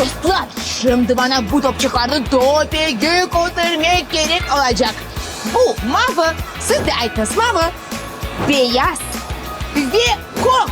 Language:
Crimean Tatar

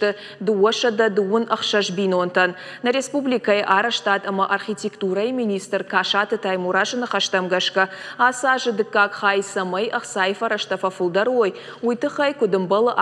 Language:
Ossetic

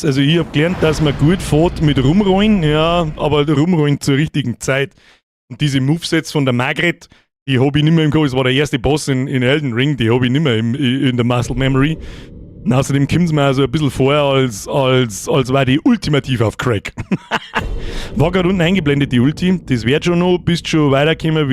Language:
Bavarian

